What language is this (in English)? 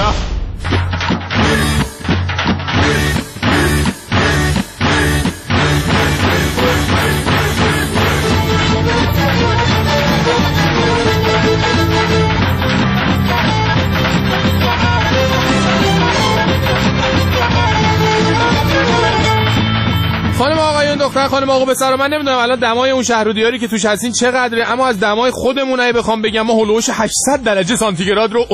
Persian